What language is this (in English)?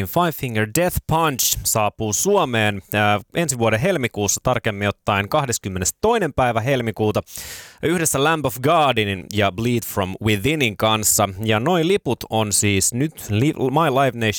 Finnish